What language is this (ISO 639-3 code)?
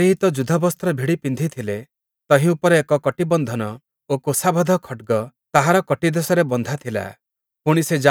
ori